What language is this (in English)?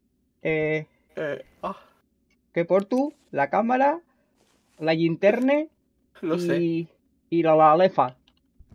Catalan